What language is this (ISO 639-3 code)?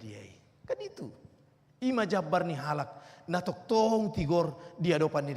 bbc